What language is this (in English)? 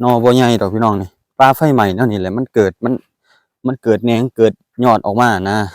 Lao